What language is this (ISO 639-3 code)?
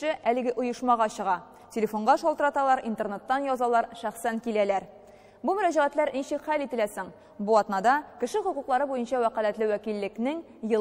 tat